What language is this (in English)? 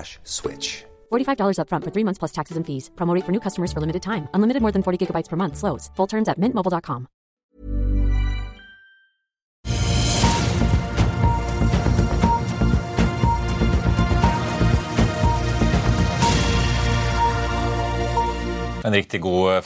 Norwegian